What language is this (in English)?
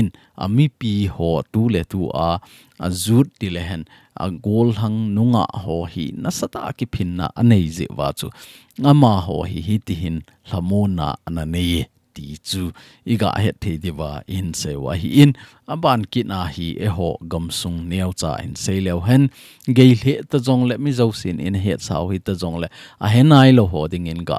Thado Chin